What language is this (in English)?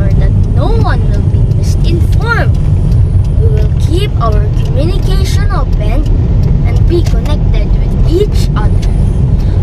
Hiligaynon